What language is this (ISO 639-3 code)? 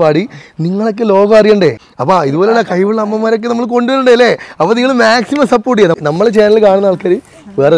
mal